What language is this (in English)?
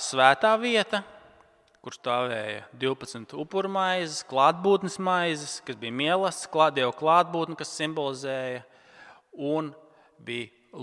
Latvian